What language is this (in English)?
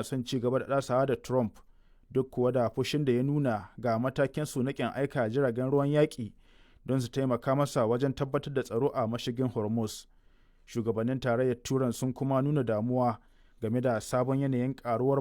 Hausa